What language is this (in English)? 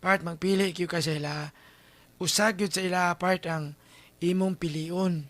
Cebuano